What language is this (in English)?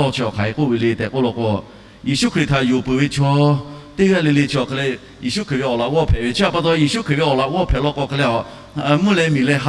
Lahu